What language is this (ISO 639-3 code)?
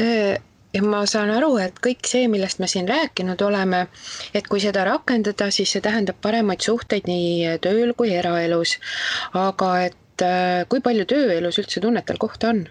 est